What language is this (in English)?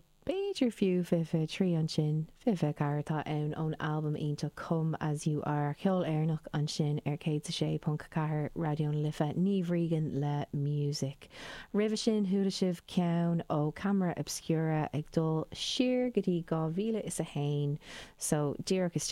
Irish